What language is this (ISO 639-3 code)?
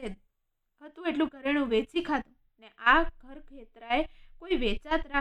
guj